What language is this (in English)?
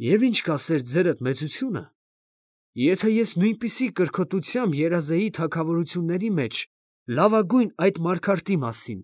Armenian